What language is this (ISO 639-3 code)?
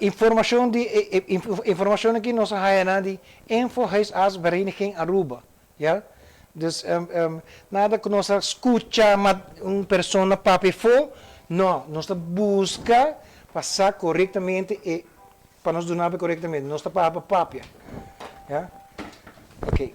pap